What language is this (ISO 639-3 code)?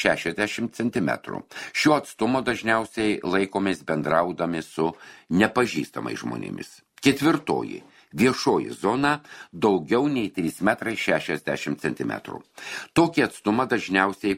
lit